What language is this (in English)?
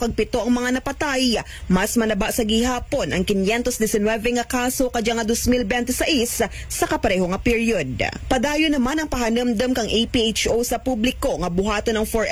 Aklanon